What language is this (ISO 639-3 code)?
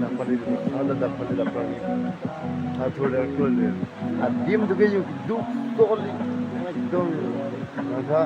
mjw